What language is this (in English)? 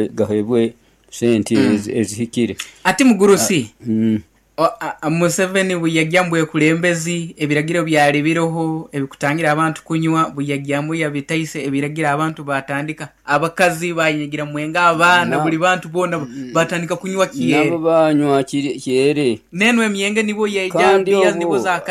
Nyoro